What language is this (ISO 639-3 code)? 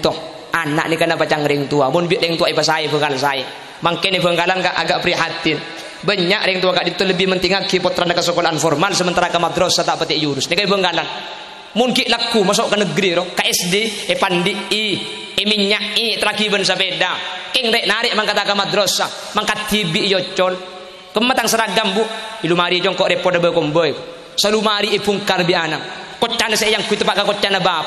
mad